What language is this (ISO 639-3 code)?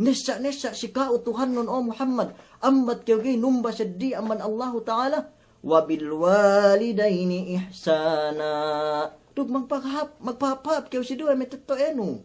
yka